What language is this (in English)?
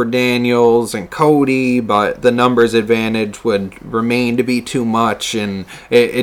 English